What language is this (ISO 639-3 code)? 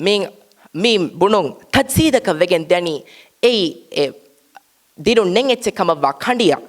div